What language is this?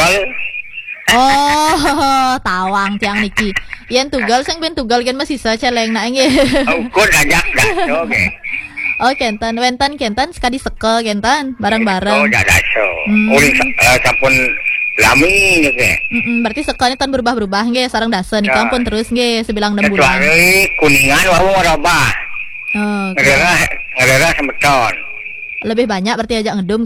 Balinese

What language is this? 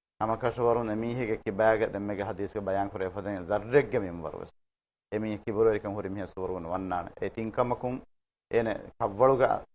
Divehi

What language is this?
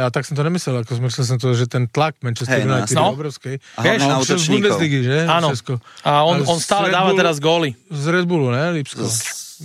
Slovak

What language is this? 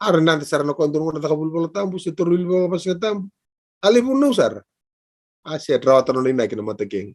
Fijian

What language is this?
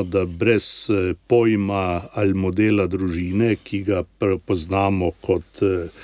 Slovenian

